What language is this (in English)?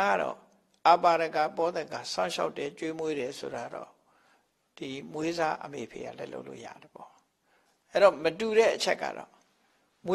Burmese